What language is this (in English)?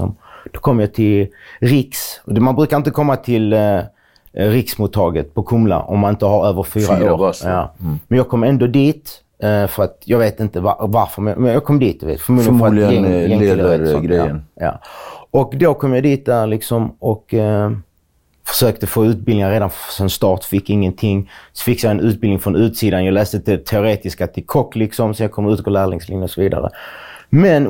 Swedish